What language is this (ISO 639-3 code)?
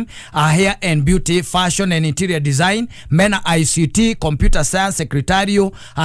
kik